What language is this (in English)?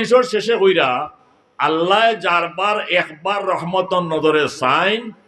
Sylheti